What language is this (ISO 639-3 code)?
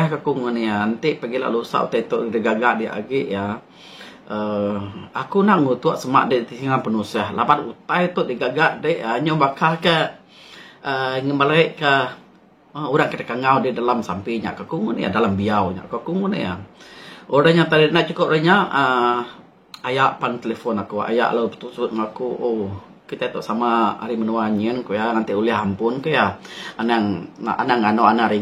iba